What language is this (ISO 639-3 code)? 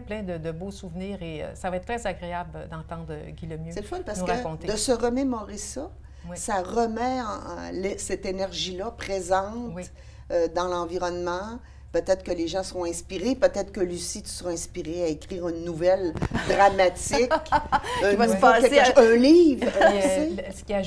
fra